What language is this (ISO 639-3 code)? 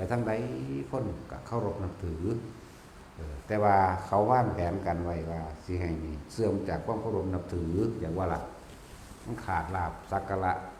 tts